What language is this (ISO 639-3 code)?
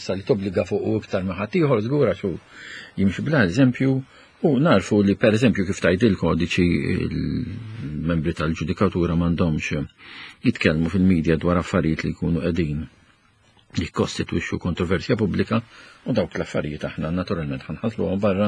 mlt